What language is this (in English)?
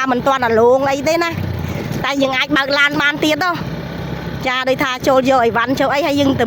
Khmer